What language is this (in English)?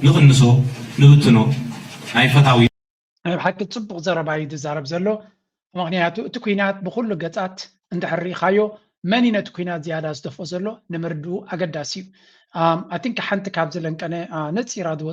Tigrinya